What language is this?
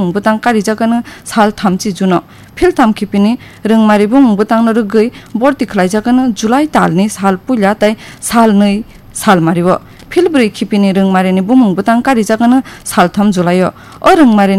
Kok Borok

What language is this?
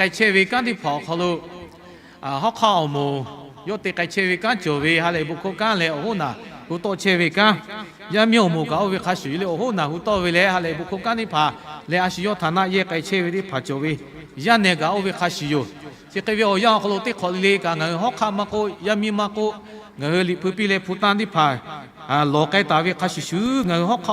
Lahu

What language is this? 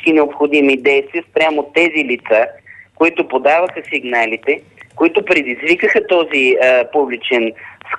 Bulgarian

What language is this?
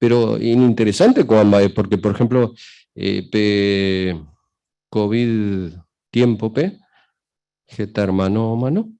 Guarani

